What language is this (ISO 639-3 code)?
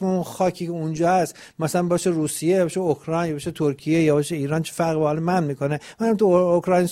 fas